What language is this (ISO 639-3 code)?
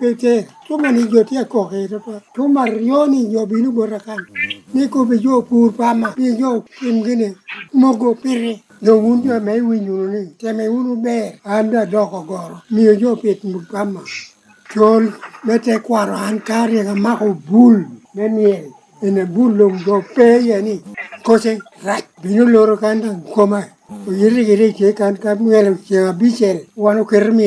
laj